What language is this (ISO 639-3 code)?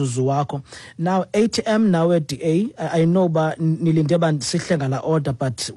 xho